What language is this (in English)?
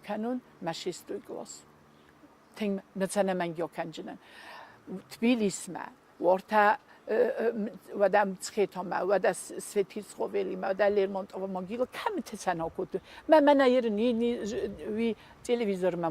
Ossetic